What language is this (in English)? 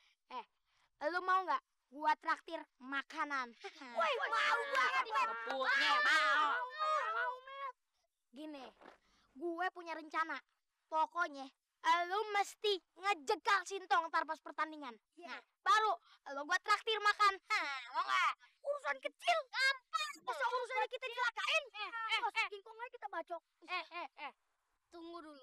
Betawi